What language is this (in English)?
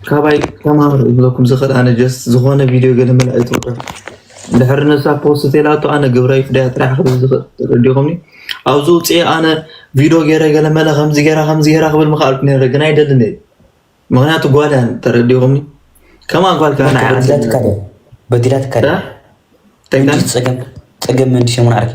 Tigrinya